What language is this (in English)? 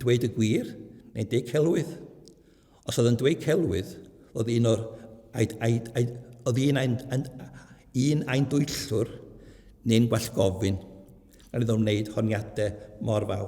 Welsh